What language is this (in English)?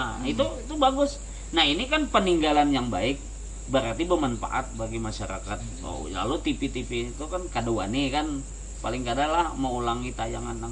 Banjar